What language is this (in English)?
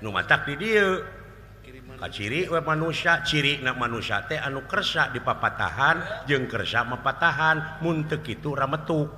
Sundanese